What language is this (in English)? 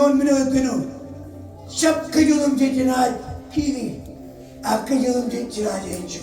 Marshallese